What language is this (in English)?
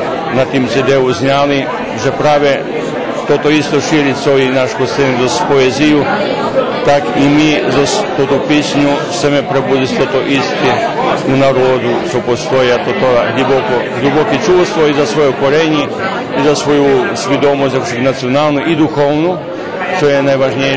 Rusyn